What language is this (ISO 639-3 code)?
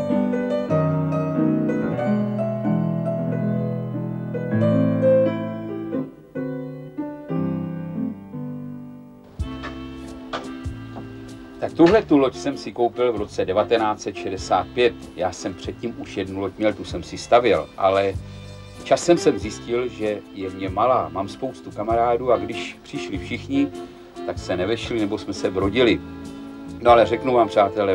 ces